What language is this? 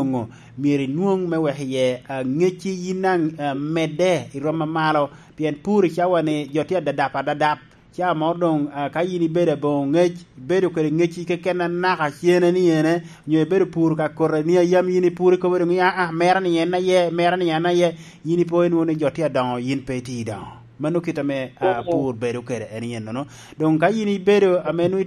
Lango (Uganda)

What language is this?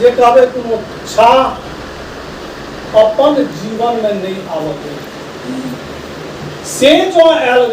Maithili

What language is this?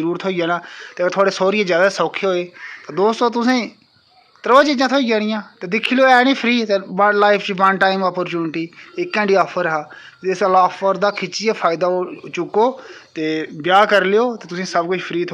Dogri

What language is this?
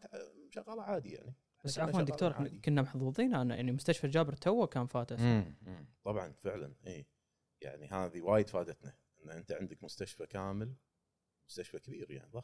Gulf Arabic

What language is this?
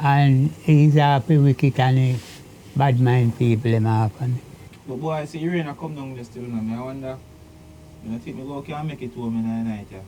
Jamaican Creole English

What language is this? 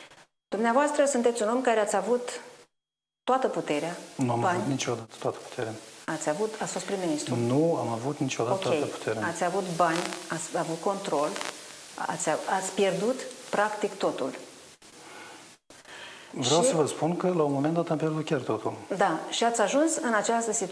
Romanian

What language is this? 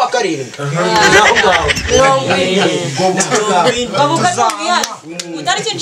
Kinyarwanda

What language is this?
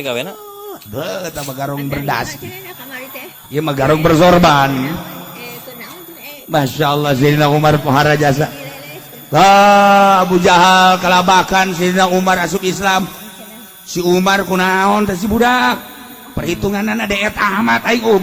Sundanese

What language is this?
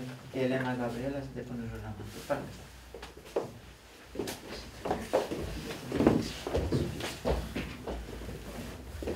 Romanian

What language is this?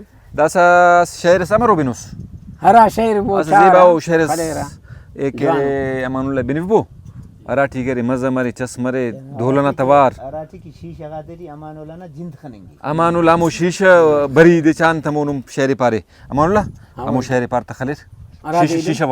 Brahui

